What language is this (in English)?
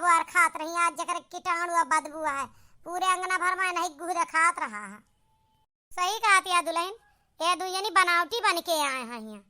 Awadhi